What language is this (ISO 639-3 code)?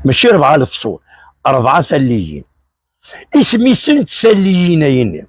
kab